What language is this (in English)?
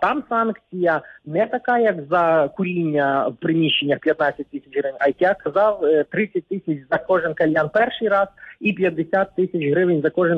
Ukrainian